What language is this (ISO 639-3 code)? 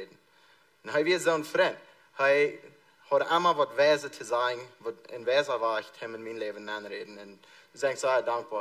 pdt